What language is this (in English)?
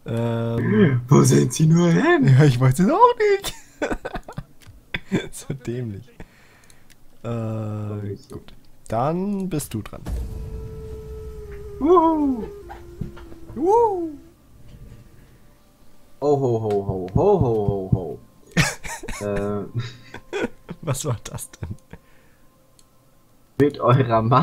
German